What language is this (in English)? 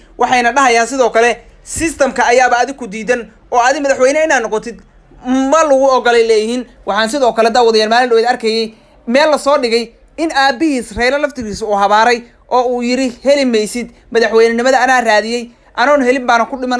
Somali